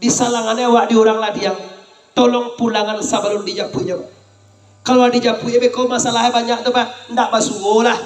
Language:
Minangkabau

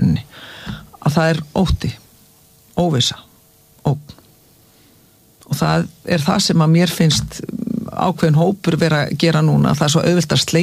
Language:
Icelandic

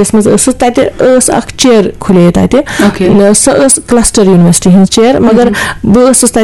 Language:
Kashmiri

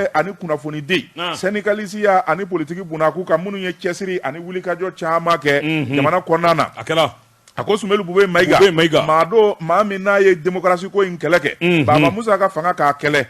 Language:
Bambara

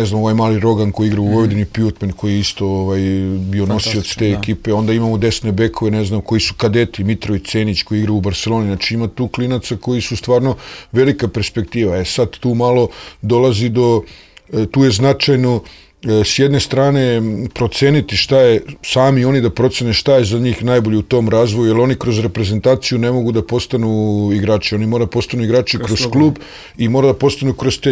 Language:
Serbian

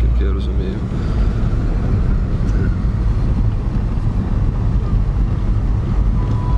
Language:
Ukrainian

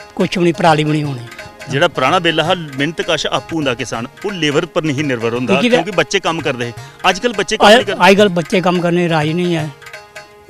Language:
Dogri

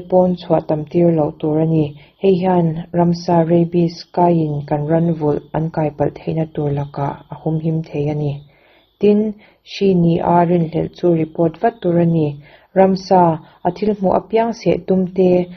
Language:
Mizo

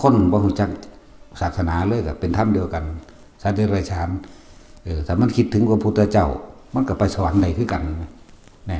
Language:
Northeastern Thai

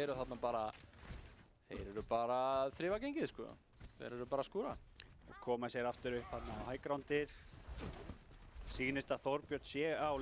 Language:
Icelandic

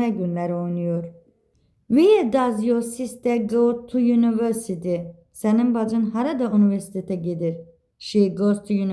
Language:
Azerbaijani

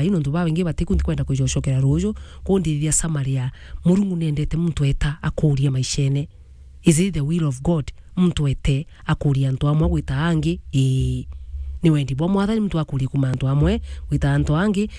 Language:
Meru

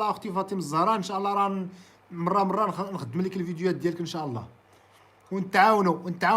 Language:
Moroccan Arabic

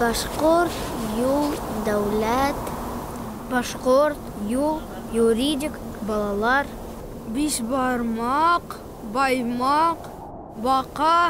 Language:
Bashkir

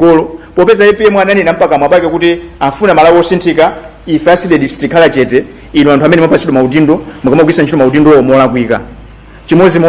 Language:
Nyanja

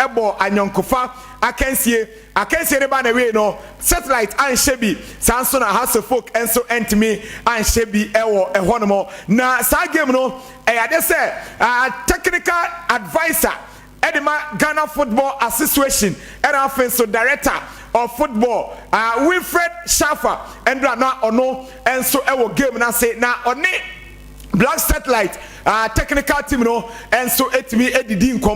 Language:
Akan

